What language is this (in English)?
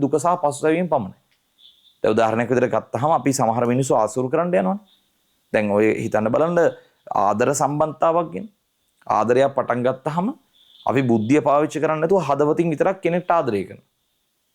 Sinhala